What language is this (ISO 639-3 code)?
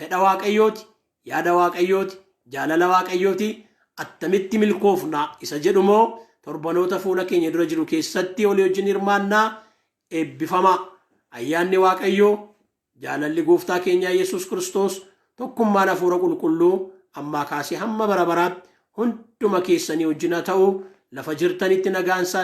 orm